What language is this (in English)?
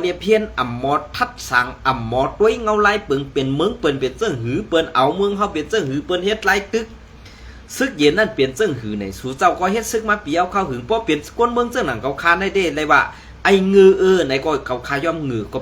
Shan